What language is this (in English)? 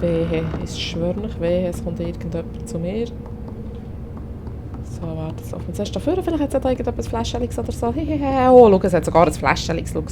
Swiss German